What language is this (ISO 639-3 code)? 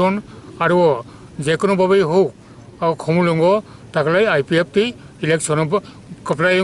trp